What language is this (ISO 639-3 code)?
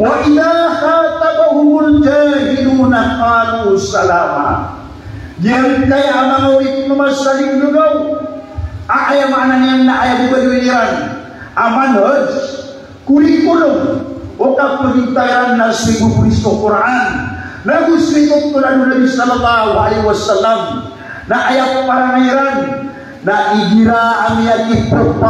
mrw